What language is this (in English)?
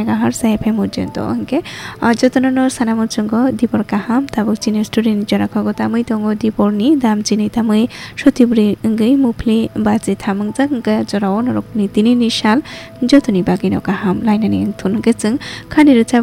Kok Borok